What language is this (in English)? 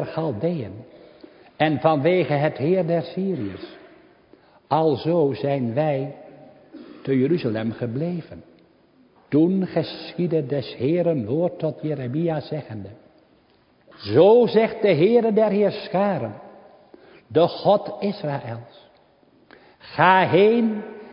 Dutch